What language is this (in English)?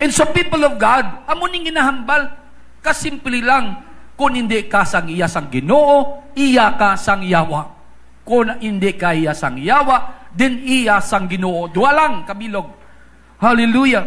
Hiligaynon